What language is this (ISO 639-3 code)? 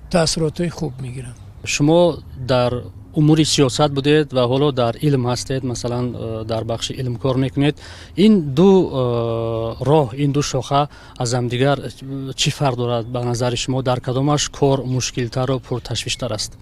tgk